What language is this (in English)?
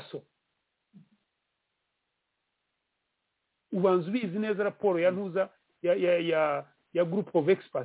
Kinyarwanda